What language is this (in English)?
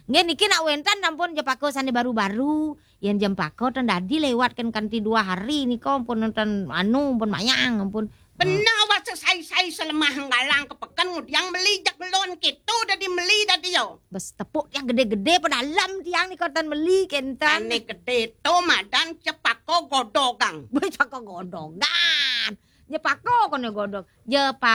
Balinese